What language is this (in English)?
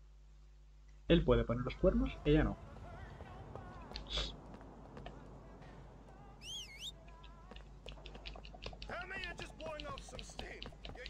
Spanish